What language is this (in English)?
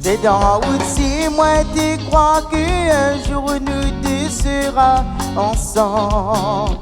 Réunion Creole French